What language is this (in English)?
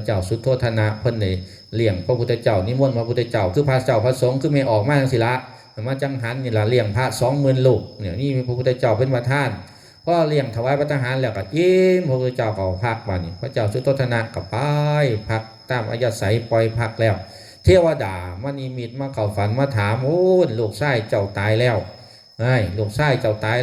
Northeastern Thai